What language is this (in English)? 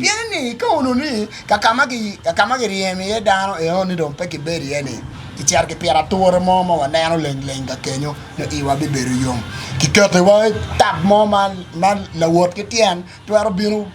Acoli